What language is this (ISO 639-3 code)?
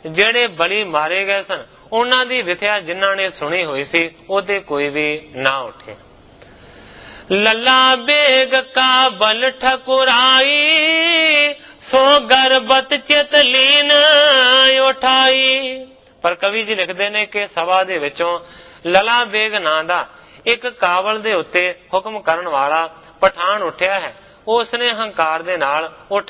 pan